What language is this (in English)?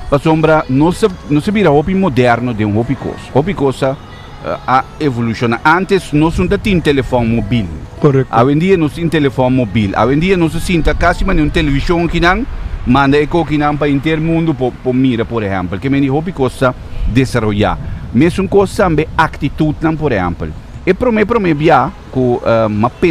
Papiamento